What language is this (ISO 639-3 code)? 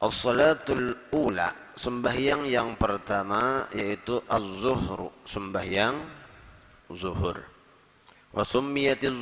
bjn